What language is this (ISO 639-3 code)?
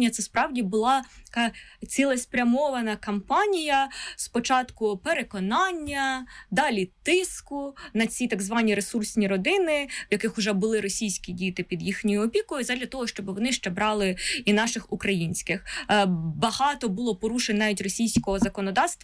ukr